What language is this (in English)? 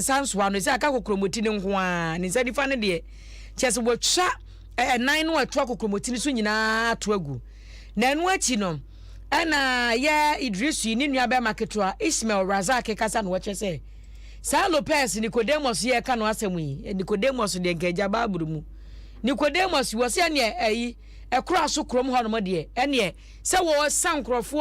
Akan